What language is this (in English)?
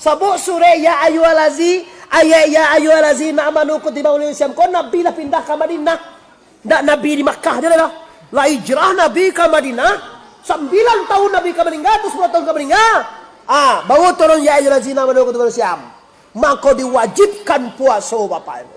Minangkabau